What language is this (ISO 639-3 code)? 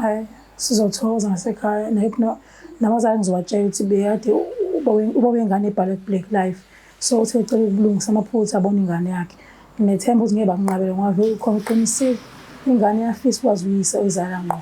zul